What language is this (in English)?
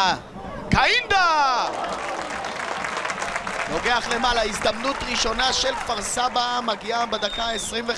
Hebrew